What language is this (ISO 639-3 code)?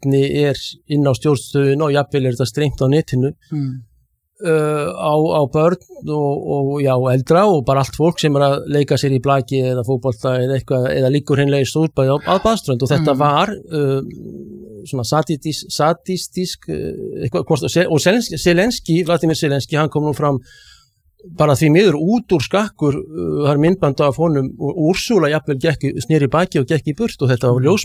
isl